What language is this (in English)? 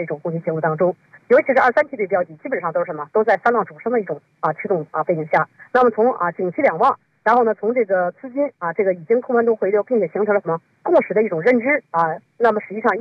Chinese